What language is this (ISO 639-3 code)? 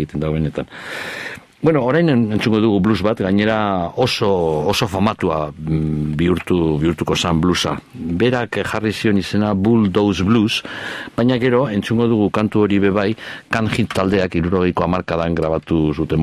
eus